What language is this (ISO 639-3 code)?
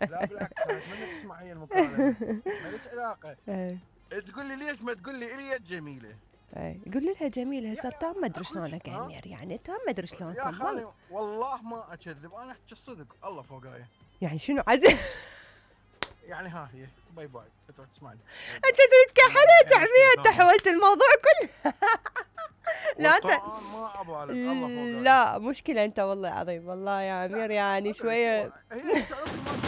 acm